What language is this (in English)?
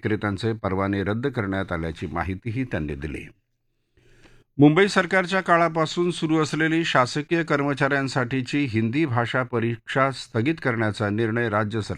Marathi